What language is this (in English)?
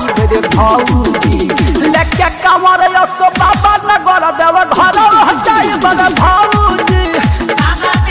Bhojpuri